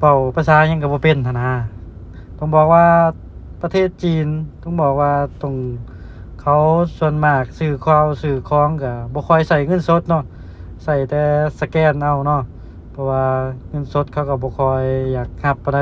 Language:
Lao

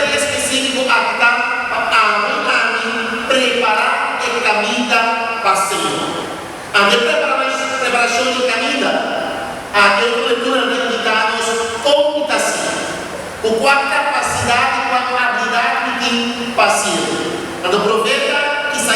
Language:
Papiamento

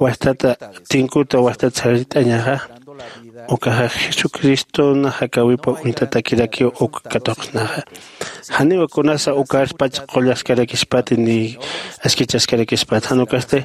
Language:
Aymara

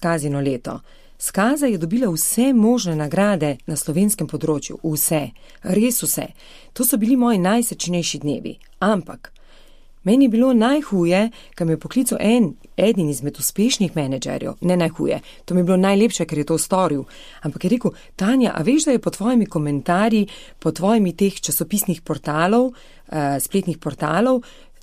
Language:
Slovenian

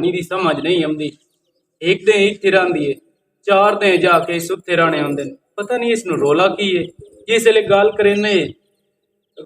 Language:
Western Panjabi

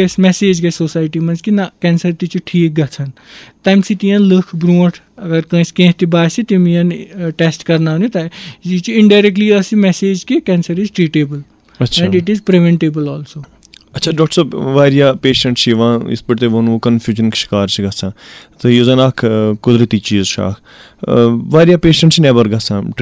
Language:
Kashmiri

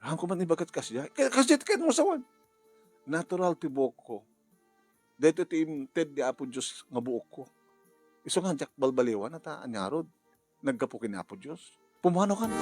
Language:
Iloko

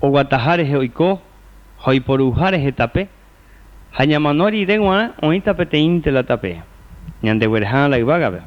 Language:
Guarani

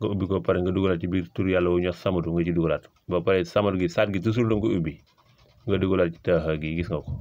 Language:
Wolof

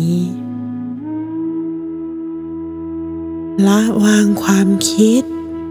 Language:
Thai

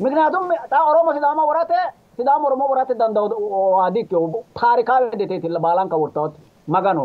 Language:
Sidamo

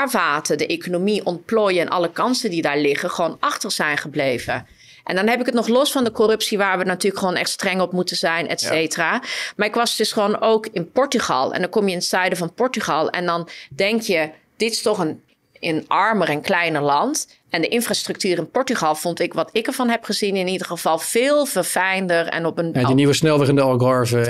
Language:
Dutch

